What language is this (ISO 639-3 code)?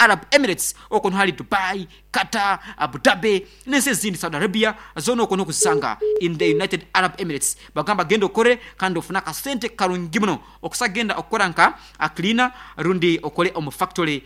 nyn